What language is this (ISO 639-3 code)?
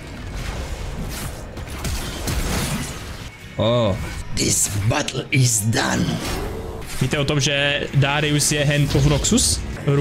ces